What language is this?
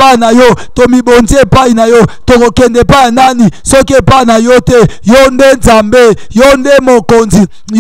Lingala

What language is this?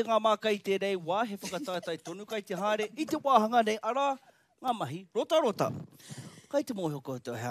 Māori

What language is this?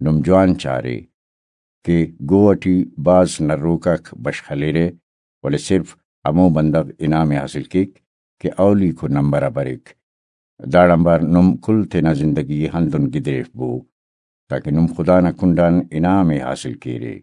Brahui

